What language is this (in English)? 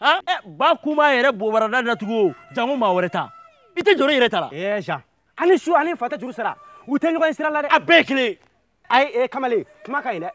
Bambara